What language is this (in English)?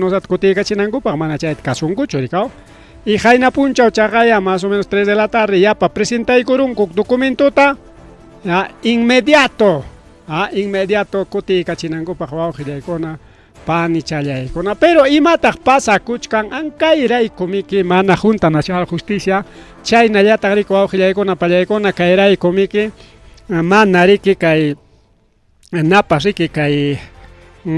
Ayacucho Quechua